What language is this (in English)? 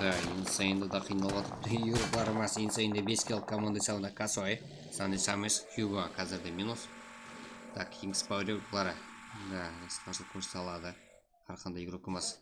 Kara-Kalpak